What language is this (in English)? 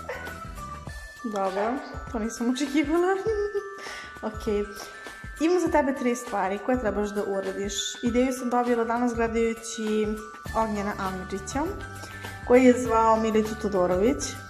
Serbian